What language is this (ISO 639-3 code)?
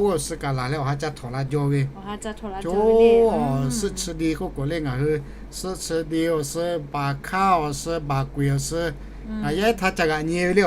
lhu